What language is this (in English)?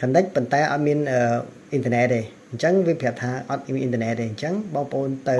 Khmer